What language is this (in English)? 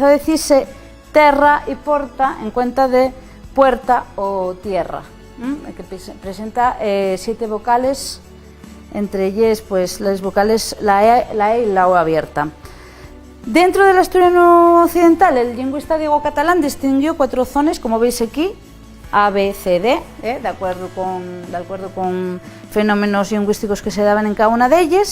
Asturian